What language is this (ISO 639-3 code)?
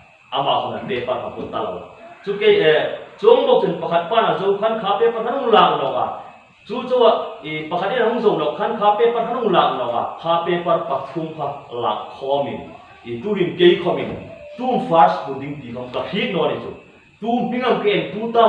hmr